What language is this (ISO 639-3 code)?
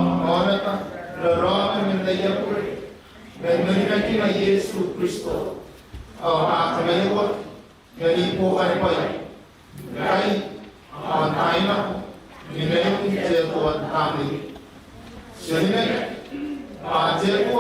gil